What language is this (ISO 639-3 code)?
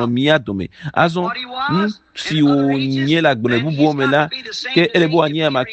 ewe